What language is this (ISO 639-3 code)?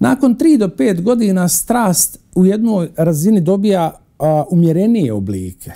bos